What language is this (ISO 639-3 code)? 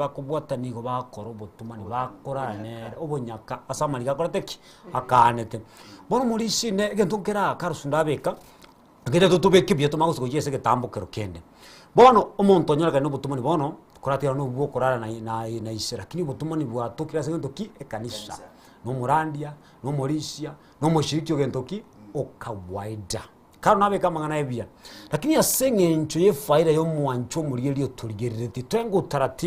guz